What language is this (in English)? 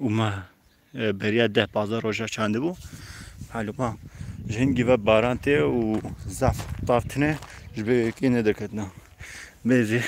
Kurdish